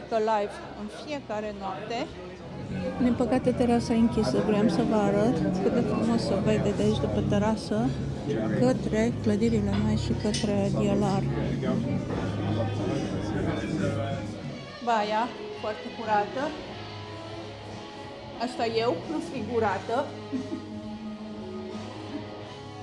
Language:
Romanian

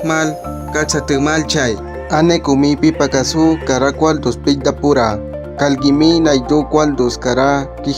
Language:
Awa-Cuaiquer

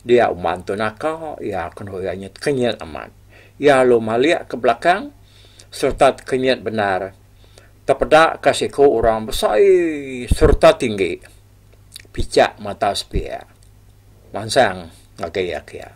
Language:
Iban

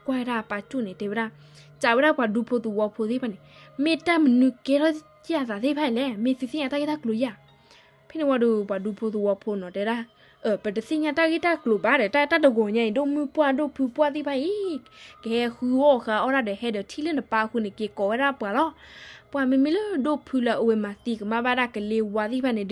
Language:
S'gaw Karen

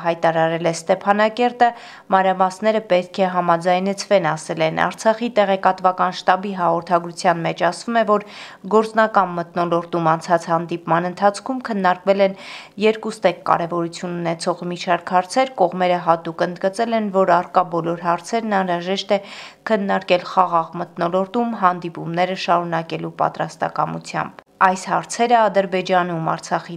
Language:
Armenian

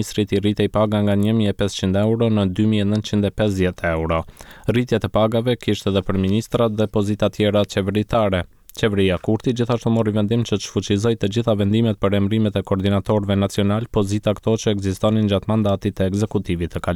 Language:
Albanian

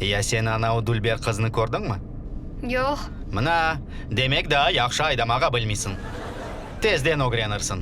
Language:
Crimean Tatar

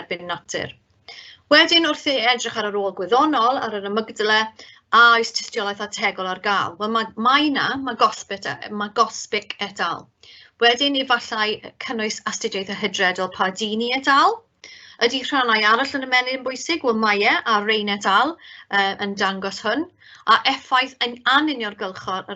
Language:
Welsh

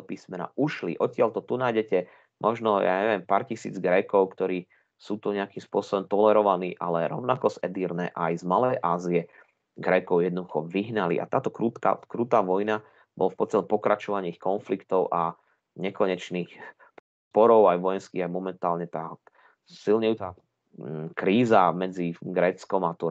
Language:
Slovak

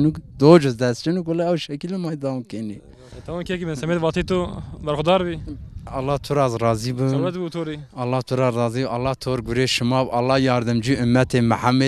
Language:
Zaza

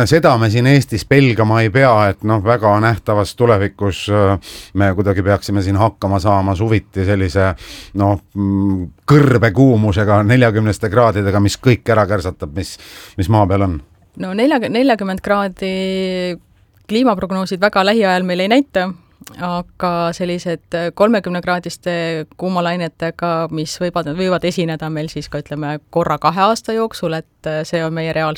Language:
Estonian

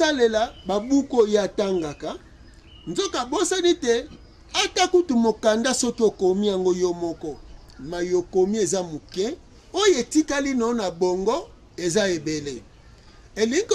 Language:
Lingala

